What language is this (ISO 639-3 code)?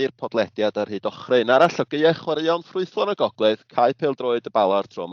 cym